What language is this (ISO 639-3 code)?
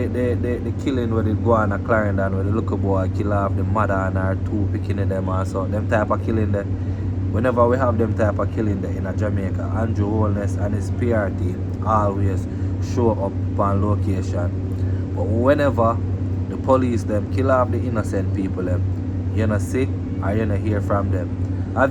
jam